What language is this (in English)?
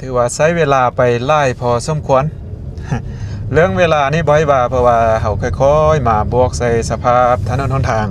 Lao